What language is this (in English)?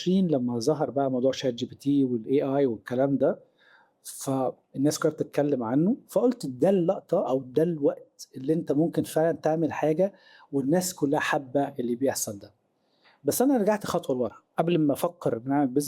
Egyptian Arabic